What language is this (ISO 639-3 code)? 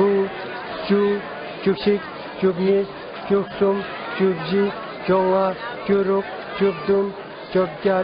lbj